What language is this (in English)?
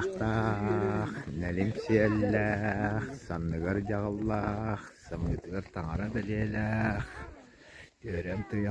Yakut